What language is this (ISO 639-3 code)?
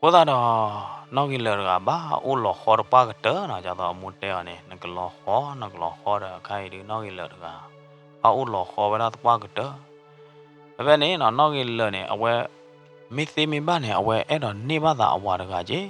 ksw